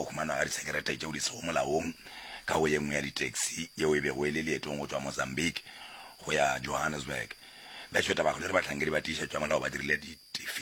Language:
Northern Sotho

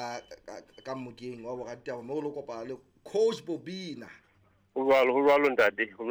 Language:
Southern Sotho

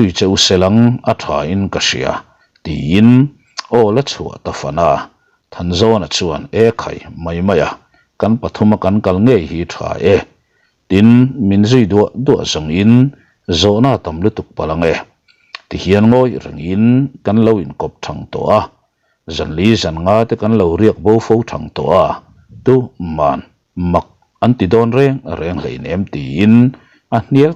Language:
Mizo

